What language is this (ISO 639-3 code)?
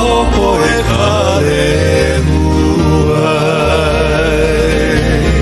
haw